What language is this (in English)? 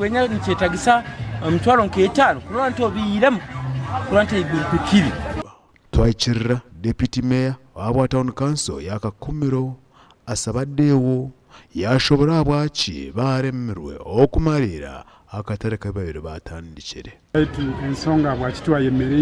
Nyankole